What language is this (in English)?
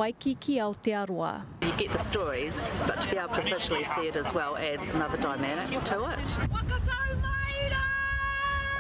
Māori